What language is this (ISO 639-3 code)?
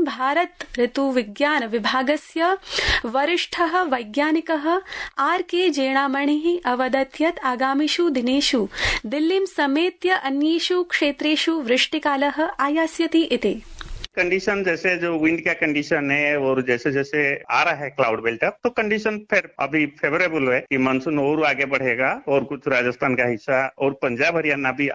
san